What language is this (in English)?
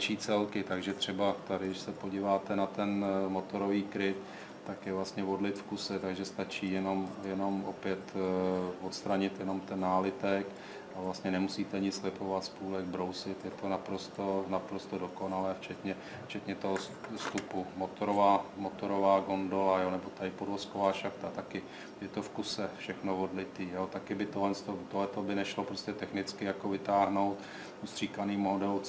Czech